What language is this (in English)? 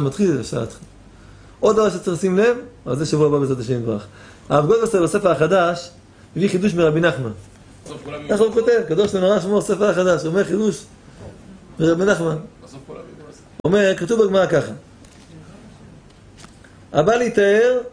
Hebrew